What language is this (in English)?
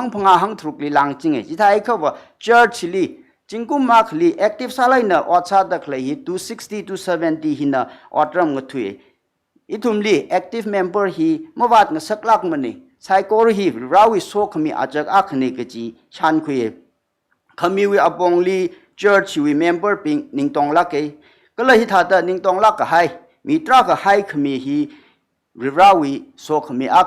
Tangkhul Naga (India)